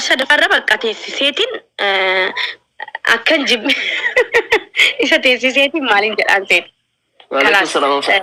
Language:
Oromo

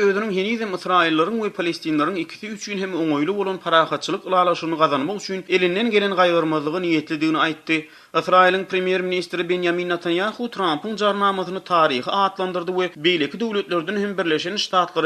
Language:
Turkmen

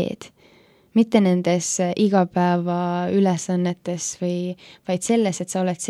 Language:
Estonian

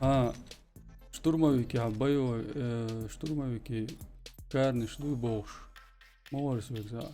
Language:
Chechen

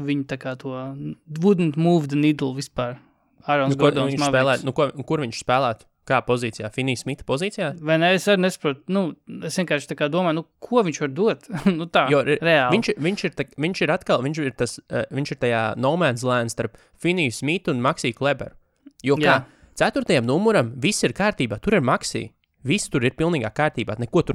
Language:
Latvian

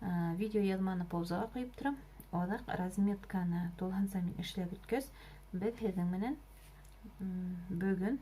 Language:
Bashkir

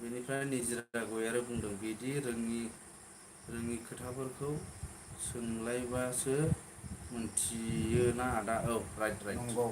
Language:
Bodo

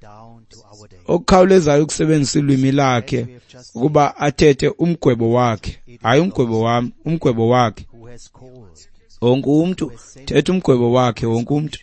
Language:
Xhosa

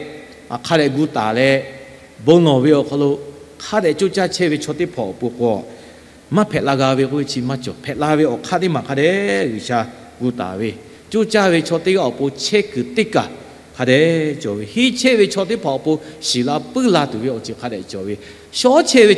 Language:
Lahu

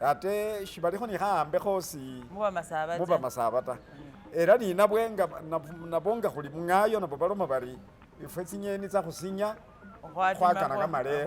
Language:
Masaaba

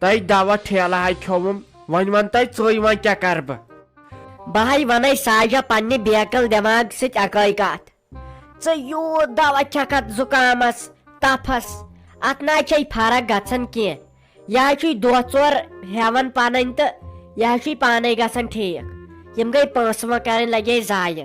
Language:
Kashmiri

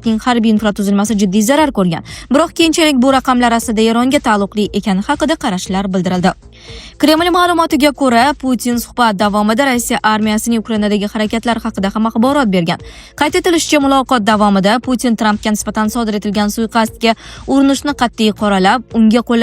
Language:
Uzbek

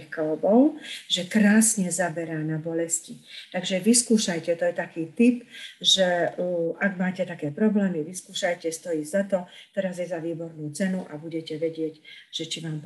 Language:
Slovak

